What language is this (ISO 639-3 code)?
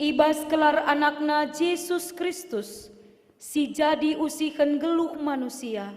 btx